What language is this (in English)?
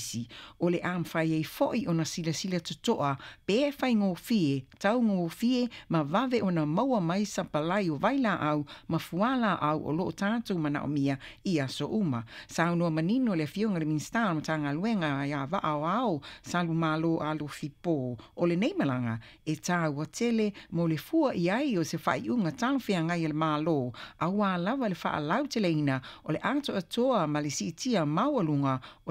Samoan